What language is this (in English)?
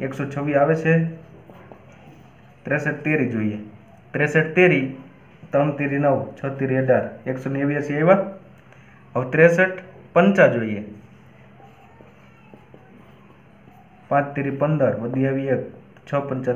Gujarati